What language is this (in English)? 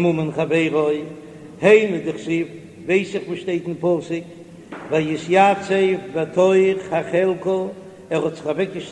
Yiddish